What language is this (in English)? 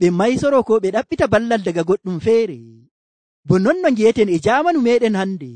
Nigerian Fulfulde